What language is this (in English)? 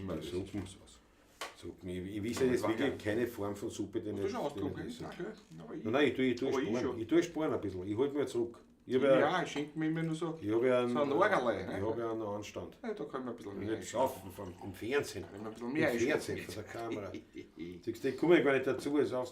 Bavarian